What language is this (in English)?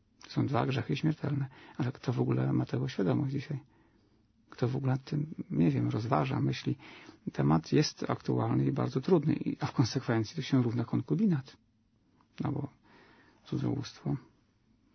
Polish